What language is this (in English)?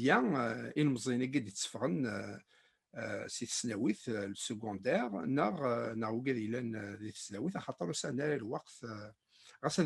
Kabyle